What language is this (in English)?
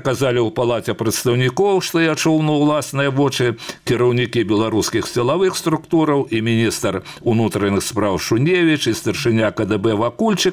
Belarusian